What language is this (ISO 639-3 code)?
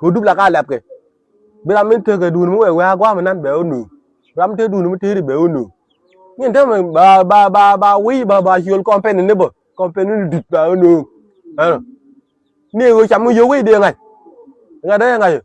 nus